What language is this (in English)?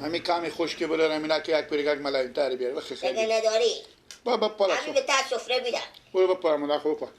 Persian